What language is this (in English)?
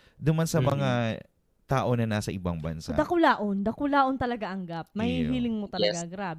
Bikol